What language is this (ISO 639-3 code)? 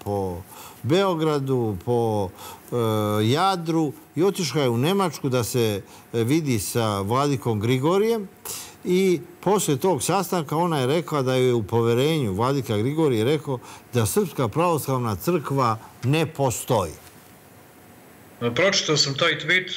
srp